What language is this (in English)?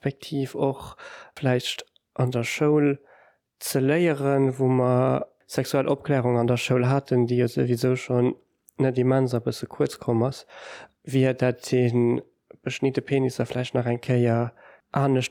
Luxembourgish